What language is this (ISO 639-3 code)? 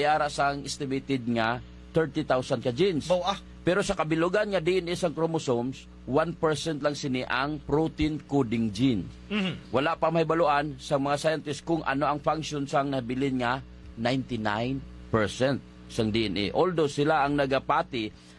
hil